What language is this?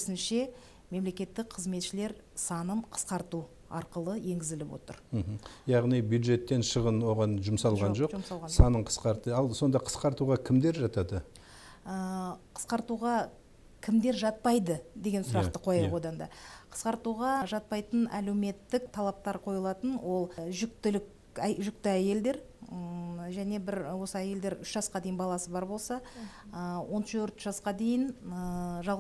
Kazakh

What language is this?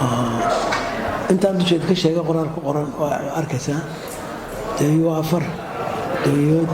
Somali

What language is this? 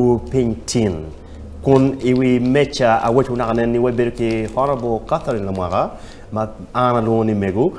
Acoli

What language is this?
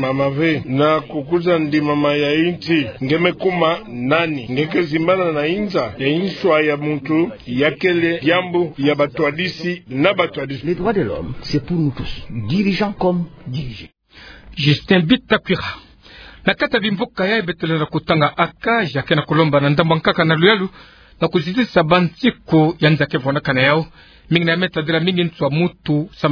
Kituba (Democratic Republic of Congo)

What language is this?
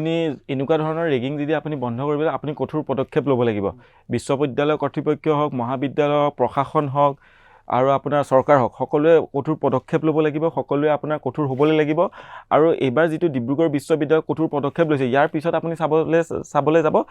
Assamese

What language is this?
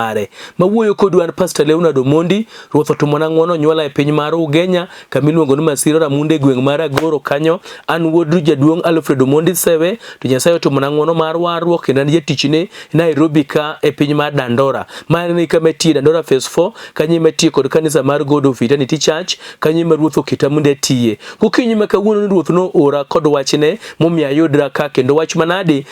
Luo (Kenya and Tanzania)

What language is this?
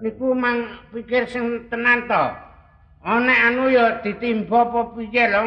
Javanese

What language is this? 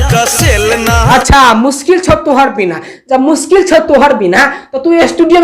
Maithili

